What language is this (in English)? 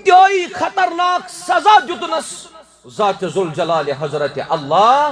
Kashmiri